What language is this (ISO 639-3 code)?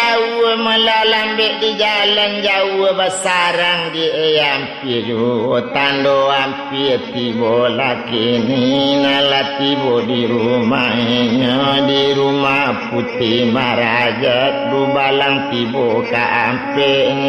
min